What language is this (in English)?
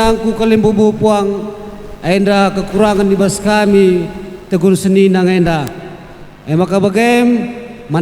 Batak Karo